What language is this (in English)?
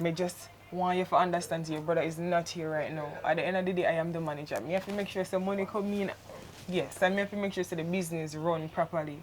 Jamaican Creole English